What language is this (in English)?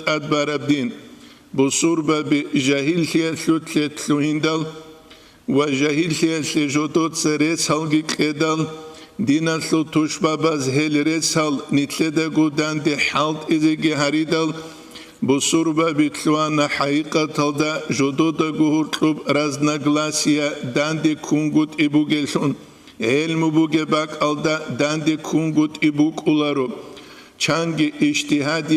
Avaric